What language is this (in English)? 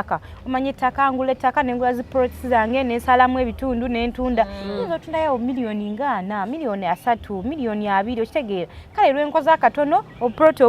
Ganda